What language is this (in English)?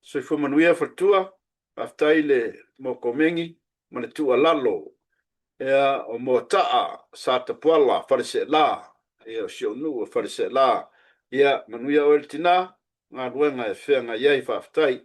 Samoan